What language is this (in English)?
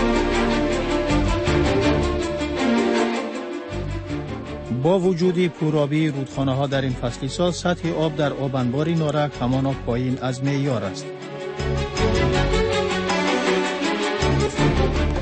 Persian